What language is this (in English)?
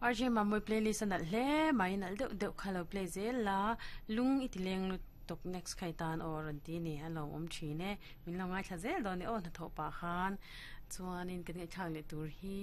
Mizo